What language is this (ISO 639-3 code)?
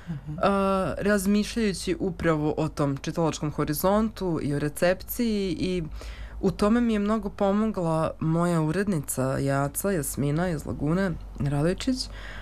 srp